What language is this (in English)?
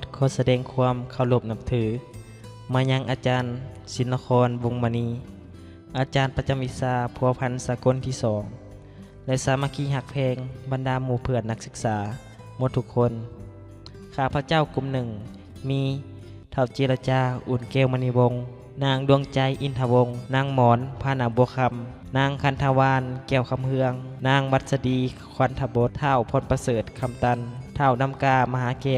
Lao